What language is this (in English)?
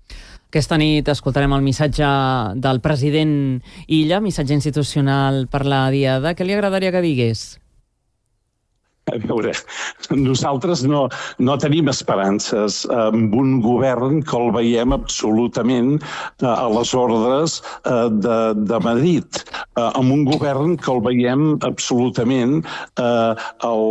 Catalan